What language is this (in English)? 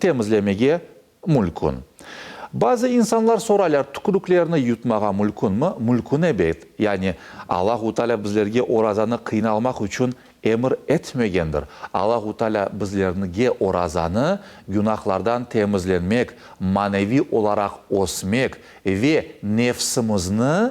Crimean Tatar